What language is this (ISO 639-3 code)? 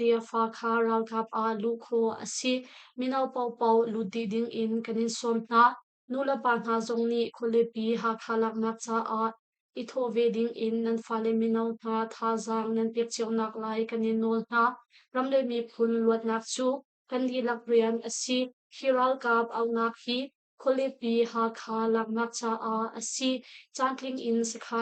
cnh